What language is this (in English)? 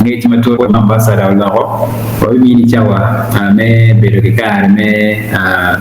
Acoli